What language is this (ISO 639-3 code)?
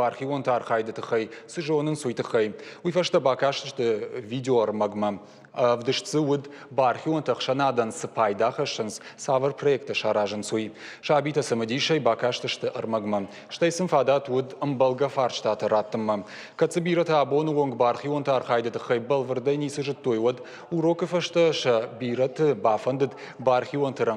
oss